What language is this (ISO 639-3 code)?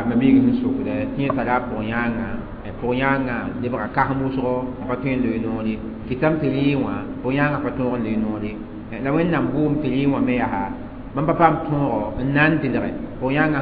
mos